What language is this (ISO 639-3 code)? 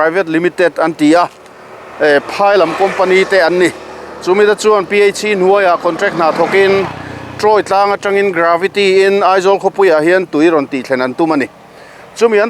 lus